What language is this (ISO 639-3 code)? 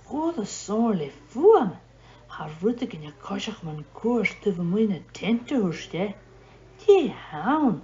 gla